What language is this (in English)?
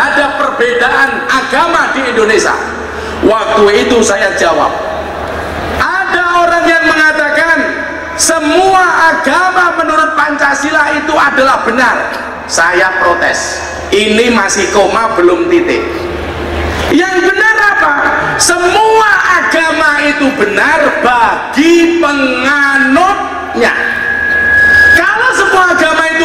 Indonesian